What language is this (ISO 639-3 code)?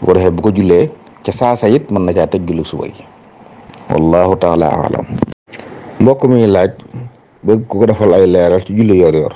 wol